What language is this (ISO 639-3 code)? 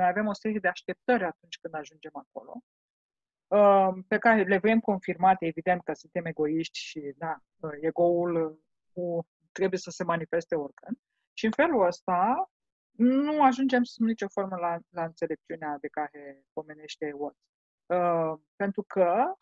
ron